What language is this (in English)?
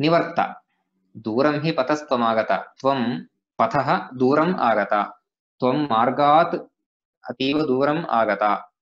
Sanskrit